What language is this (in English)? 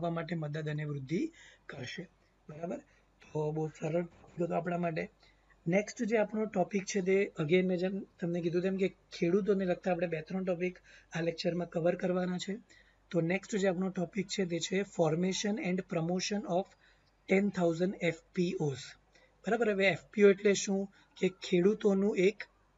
Gujarati